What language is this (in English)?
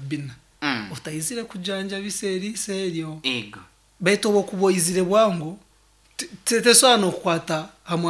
Nyankole